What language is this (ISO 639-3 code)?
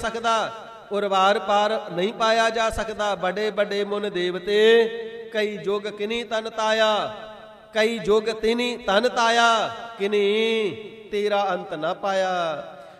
pan